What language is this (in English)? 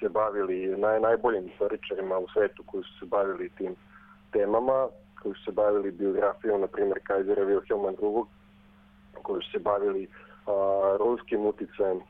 Serbian